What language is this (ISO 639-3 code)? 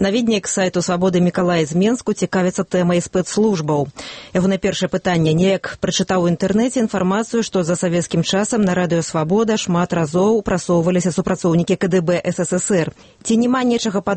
bel